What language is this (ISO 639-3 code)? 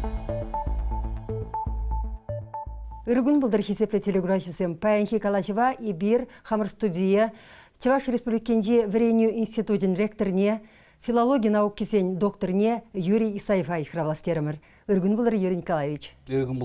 chv